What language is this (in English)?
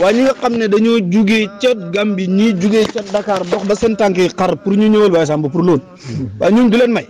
Wolof